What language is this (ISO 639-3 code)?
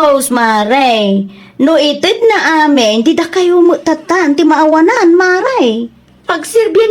ilo